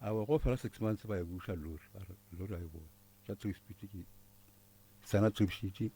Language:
Northern Sotho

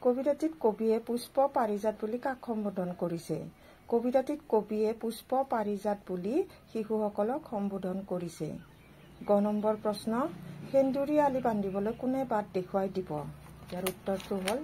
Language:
Assamese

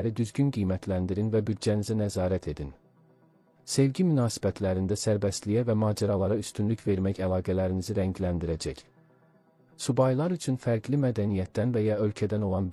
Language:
Azerbaijani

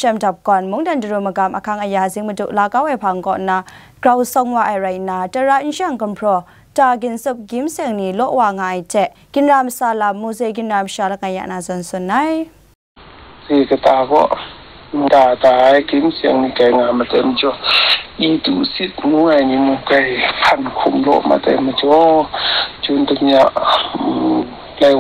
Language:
Kachin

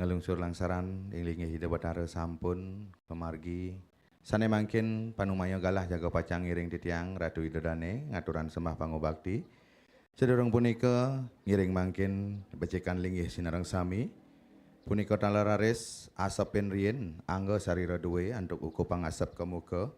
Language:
Balinese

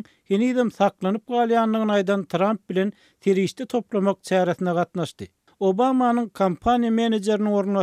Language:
Turkmen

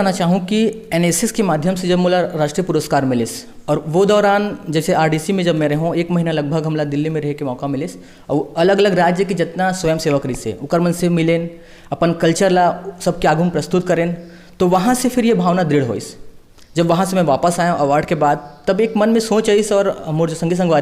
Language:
Chhattisgarhi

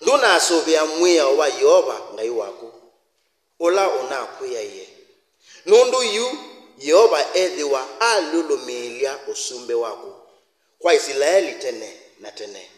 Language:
Kamba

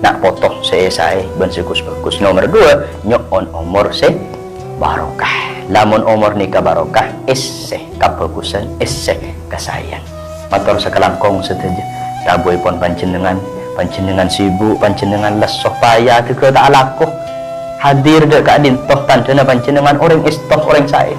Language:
Madurese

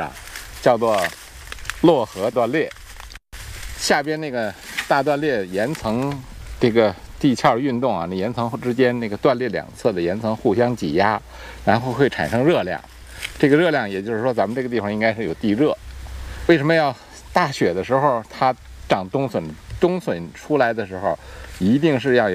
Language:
Chinese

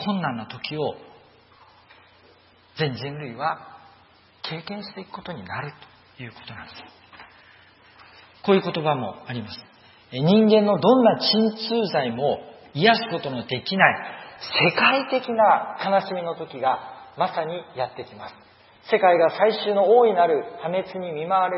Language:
Japanese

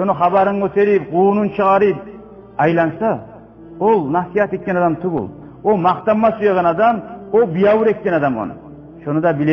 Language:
Kumyk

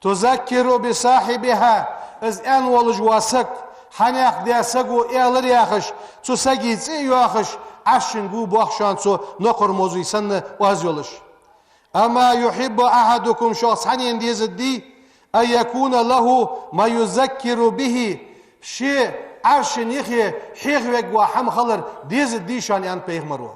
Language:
Ingush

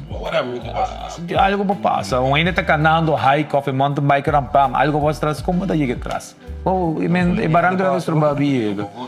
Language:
Papiamento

